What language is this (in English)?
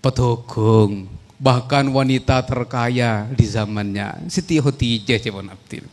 Madurese